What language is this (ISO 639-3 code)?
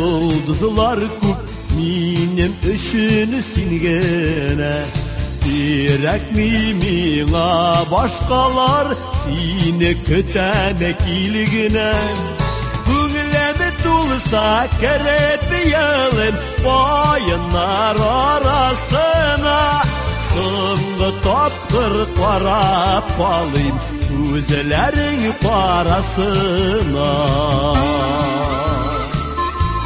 tat